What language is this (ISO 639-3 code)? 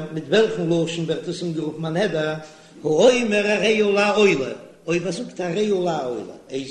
yid